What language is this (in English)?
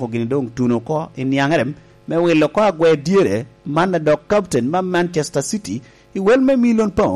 Lango (Uganda)